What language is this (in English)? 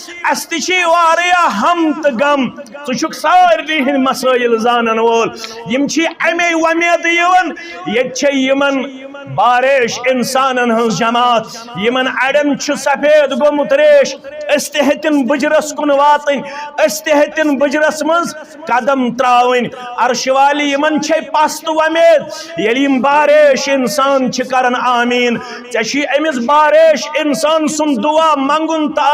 Kashmiri